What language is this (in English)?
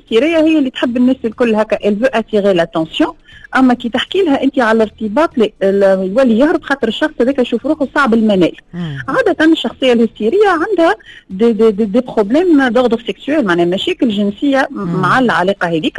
Tunisian Arabic